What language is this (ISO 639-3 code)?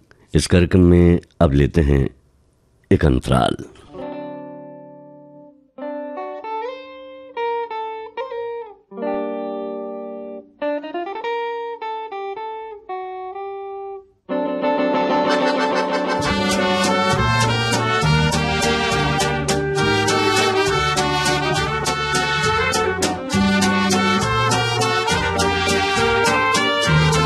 hin